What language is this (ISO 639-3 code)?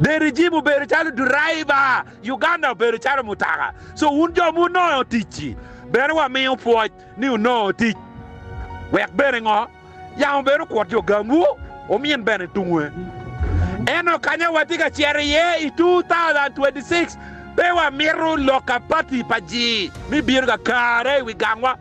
ach